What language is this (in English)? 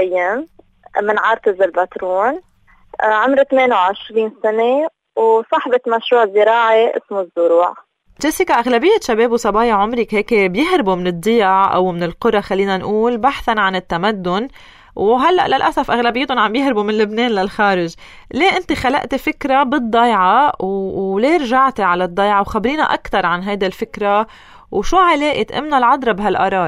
North Levantine Arabic